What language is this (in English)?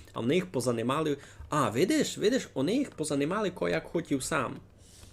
Rusyn